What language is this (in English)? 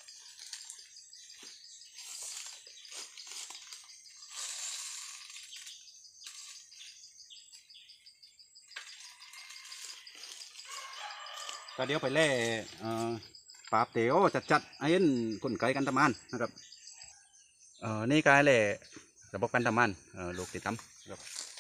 Thai